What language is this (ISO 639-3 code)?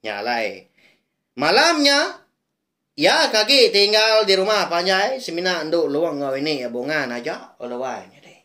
iba